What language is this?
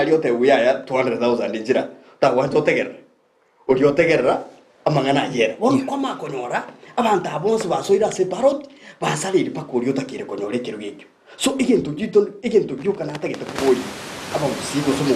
Gusii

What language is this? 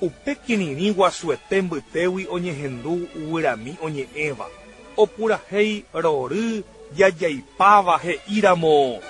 Guarani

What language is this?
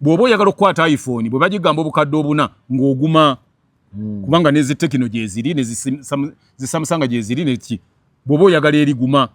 Ganda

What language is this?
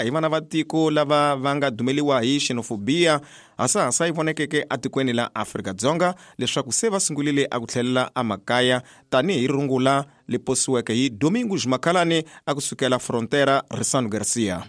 Tsonga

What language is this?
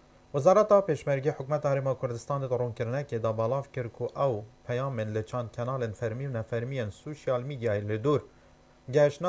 Kurdish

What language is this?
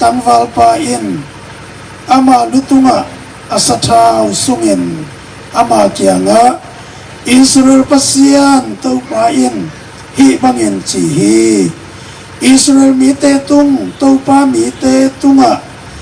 Tedim Chin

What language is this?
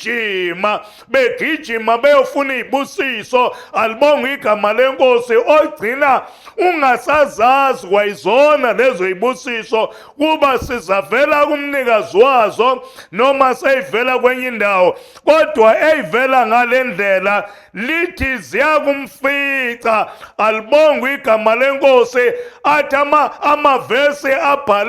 Zulu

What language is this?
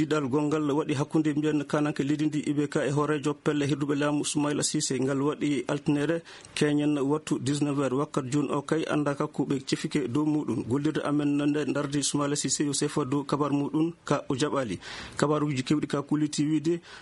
Fula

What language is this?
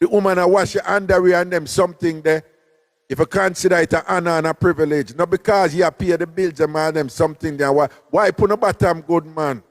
Jamaican Creole English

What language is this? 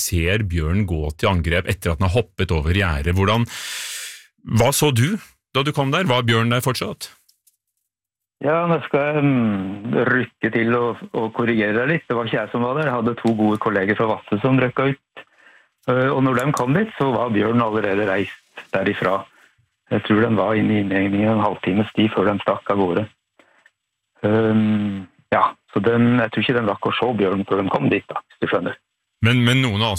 Norwegian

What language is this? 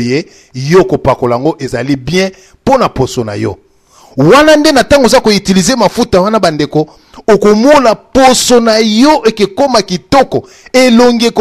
Lingala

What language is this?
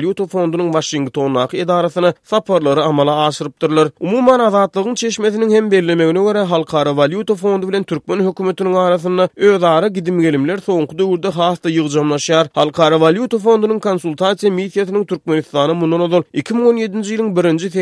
Turkmen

